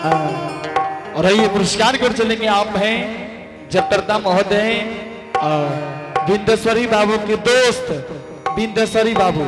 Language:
Angika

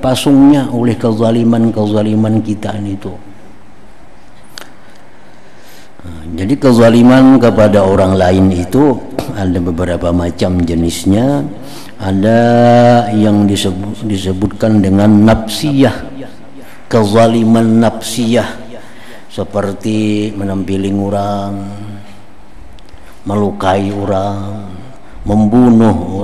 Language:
Indonesian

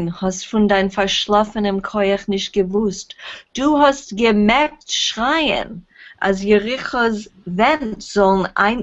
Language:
Yiddish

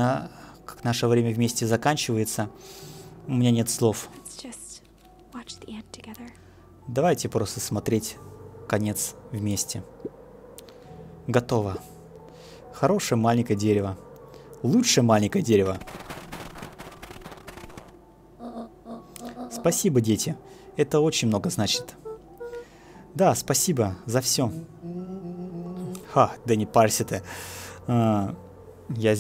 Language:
Russian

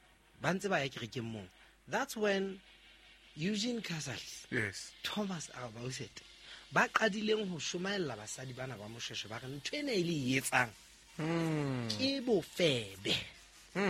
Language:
Southern Sotho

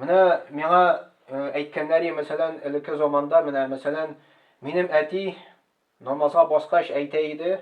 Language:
Tatar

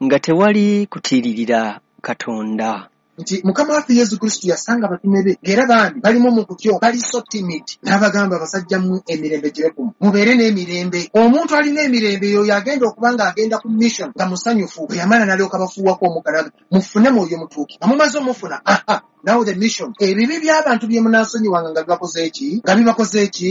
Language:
Ganda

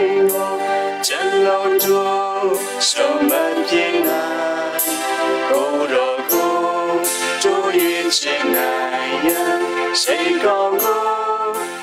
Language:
Burmese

